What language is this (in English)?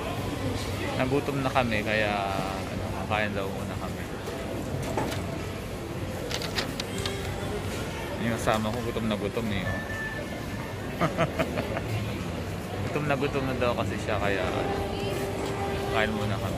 Filipino